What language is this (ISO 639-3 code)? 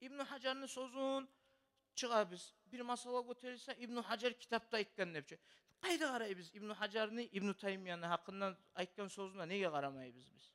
kum